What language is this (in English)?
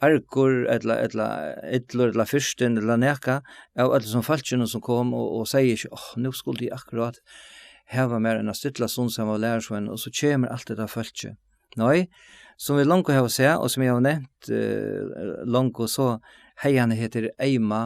Faroese